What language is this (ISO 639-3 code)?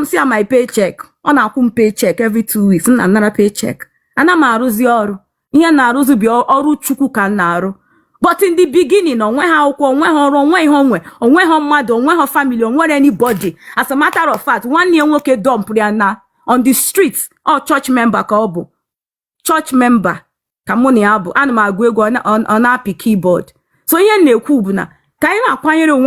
ibo